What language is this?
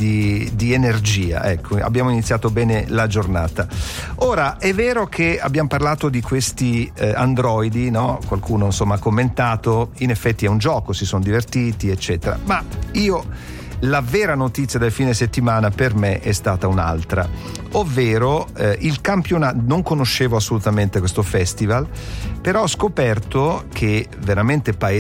Italian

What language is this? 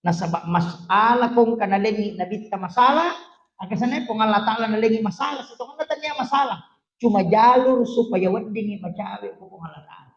Buginese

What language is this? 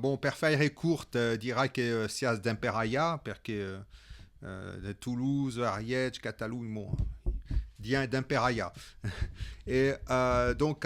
Occitan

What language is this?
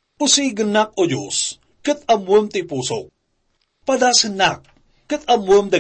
Iloko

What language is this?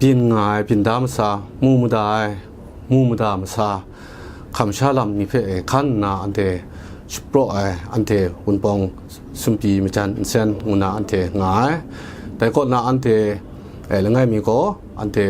Kachin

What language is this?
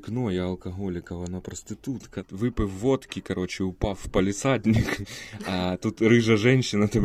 Ukrainian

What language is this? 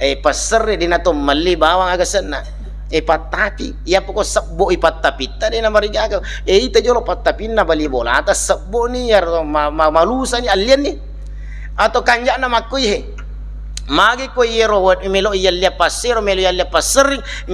Buginese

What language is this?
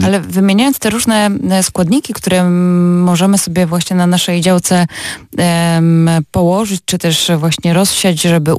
Polish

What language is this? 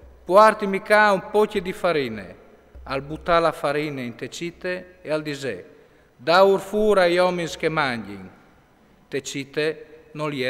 Friulian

